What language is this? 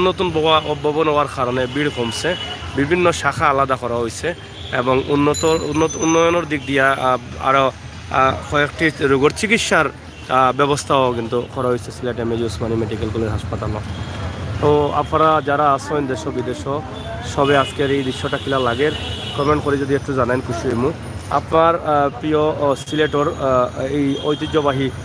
Sylheti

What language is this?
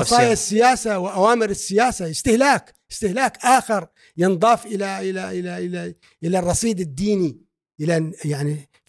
Gulf Arabic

